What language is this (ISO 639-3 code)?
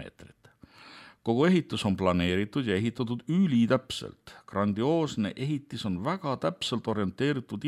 est